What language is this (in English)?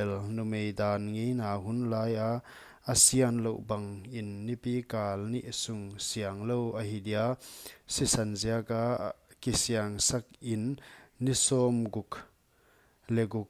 Paite Chin